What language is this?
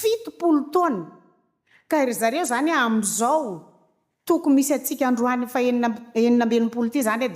Malagasy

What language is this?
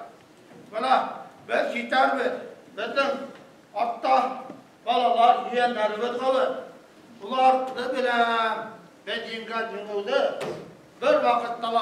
Bashkir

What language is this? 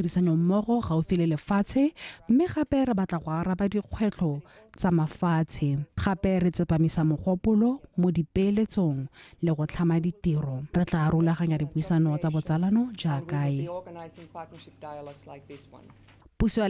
Tswana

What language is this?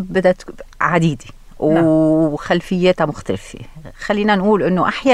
North Levantine Arabic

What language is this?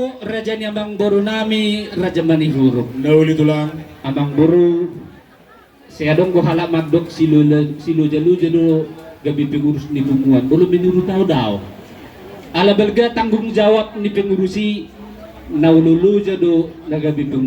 Batak Toba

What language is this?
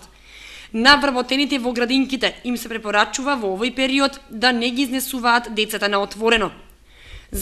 Macedonian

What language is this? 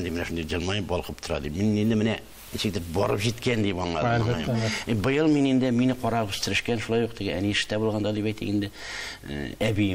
Tatar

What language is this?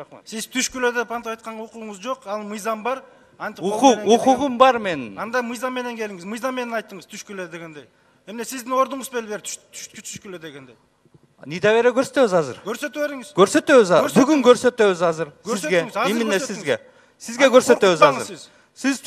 Kyrgyz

